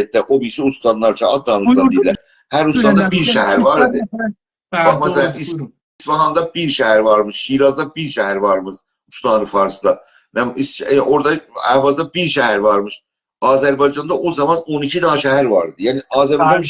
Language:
South Azerbaijani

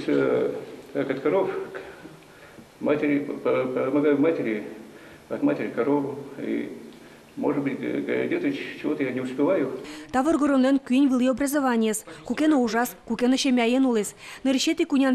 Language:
Udmurt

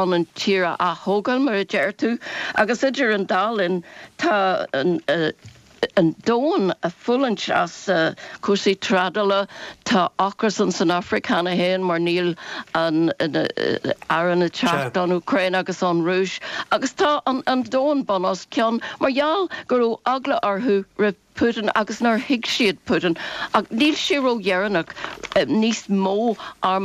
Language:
Irish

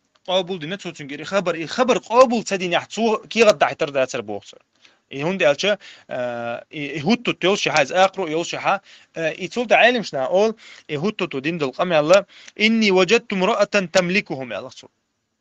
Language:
Chechen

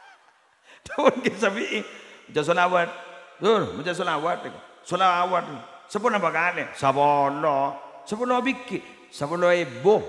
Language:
Madurese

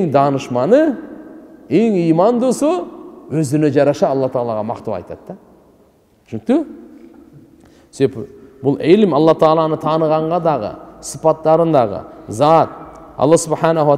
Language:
Kyrgyz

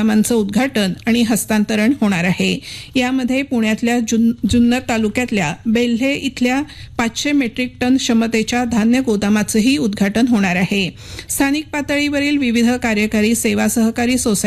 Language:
Marathi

